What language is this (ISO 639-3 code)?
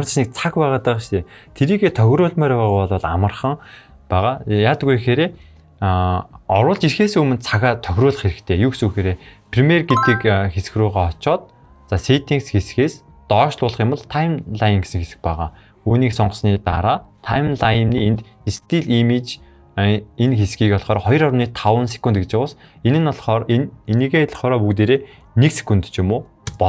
mon